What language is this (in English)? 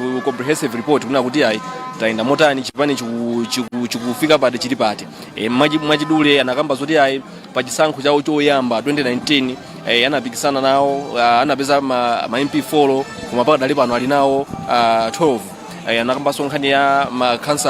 Nyanja